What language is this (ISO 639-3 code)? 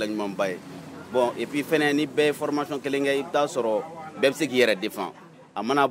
bam